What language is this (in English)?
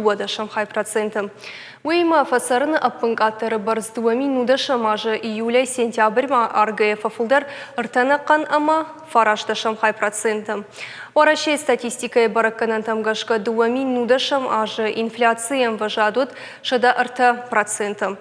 Ossetic